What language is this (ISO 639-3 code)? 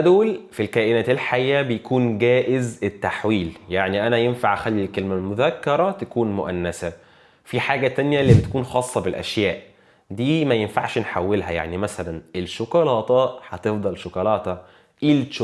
arz